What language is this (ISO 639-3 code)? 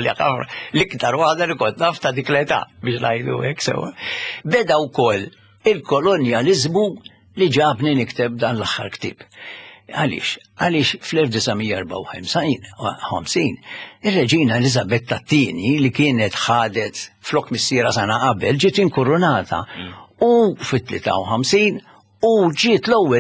mlt